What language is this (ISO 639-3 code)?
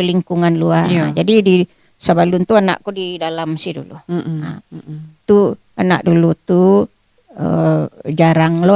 min